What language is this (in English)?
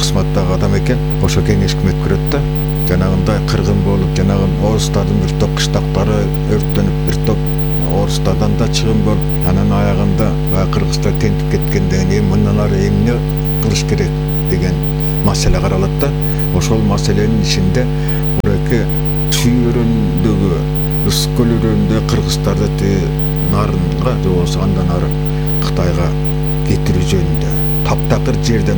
Kyrgyz